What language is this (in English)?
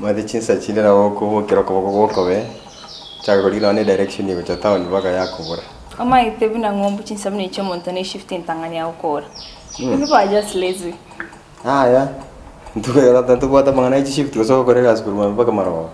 Gusii